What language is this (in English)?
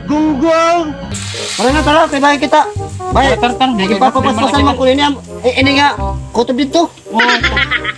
Waray